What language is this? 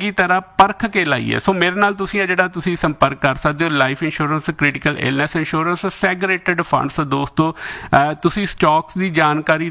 Punjabi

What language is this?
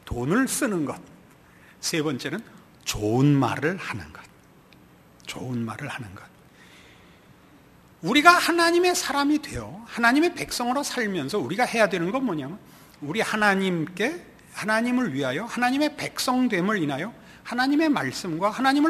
Korean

